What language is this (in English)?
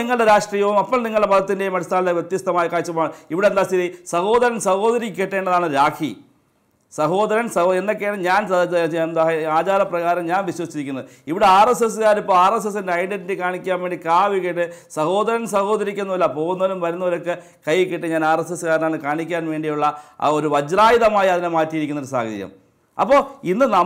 Malayalam